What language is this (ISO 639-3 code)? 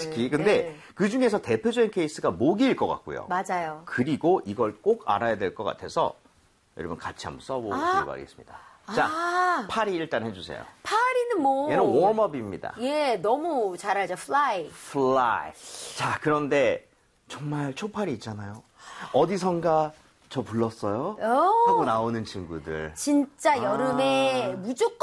kor